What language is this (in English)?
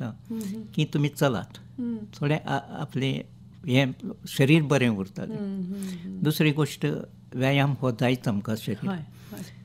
Konkani